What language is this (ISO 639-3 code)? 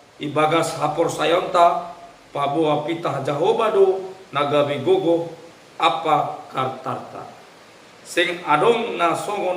bts